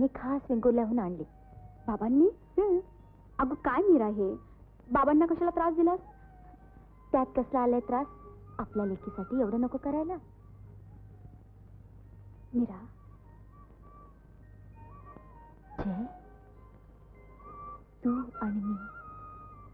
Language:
Marathi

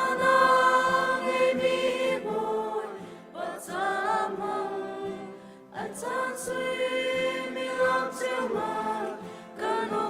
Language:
Hakha Chin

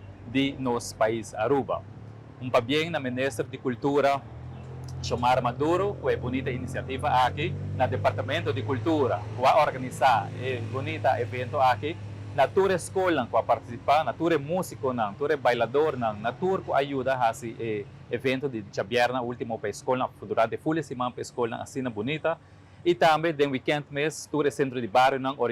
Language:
Papiamento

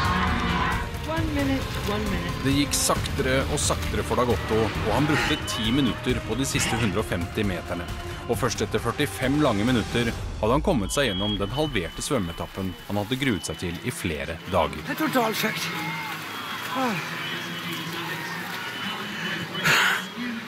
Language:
Norwegian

